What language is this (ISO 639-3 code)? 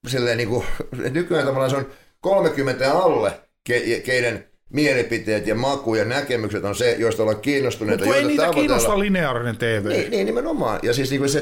fin